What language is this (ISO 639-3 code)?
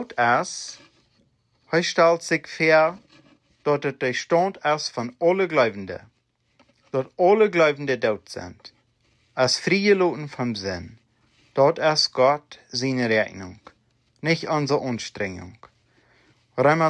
pdt